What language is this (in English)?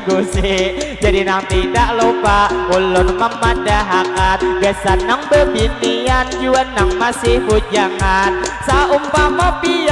Banjar